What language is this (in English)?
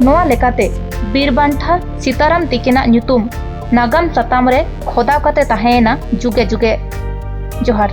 Santali